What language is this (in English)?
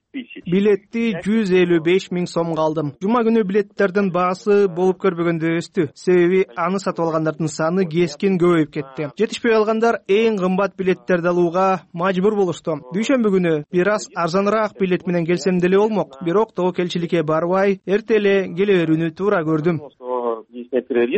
Kyrgyz